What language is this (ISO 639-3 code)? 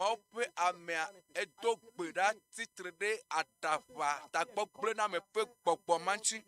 ewe